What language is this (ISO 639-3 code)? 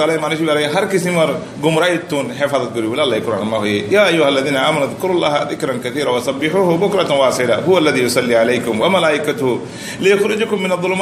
rhg